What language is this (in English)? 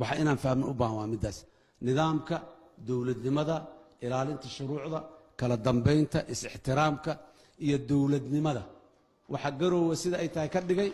Somali